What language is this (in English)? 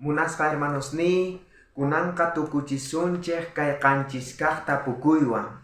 South Bolivian Quechua